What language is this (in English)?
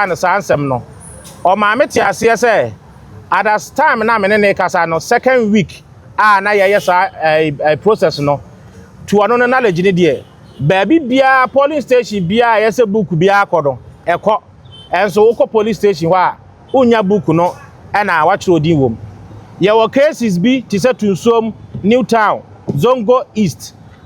Akan